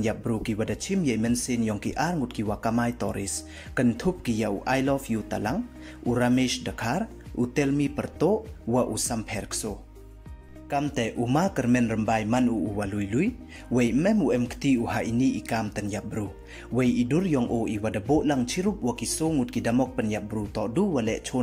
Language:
Pnar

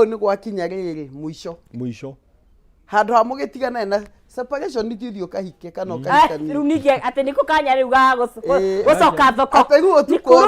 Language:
Kikuyu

